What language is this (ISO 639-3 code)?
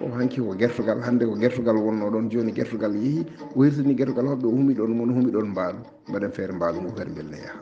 ful